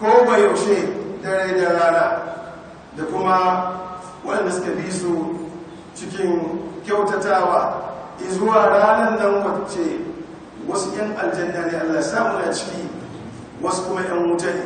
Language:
Hausa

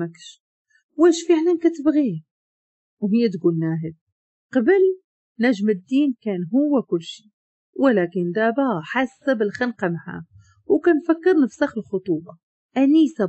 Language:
Moroccan Arabic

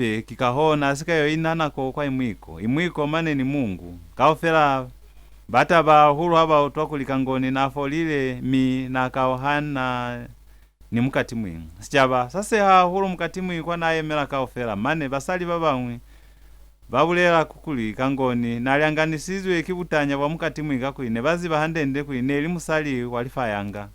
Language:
Lozi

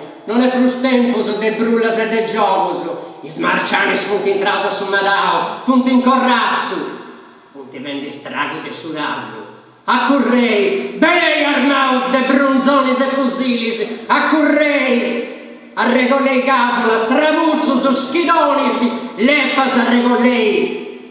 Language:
Sardinian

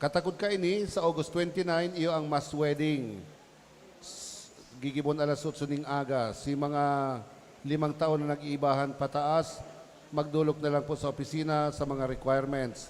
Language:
Bikol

